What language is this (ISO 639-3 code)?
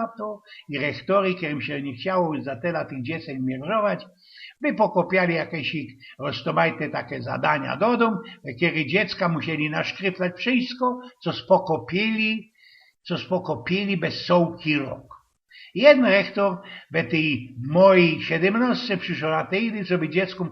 szl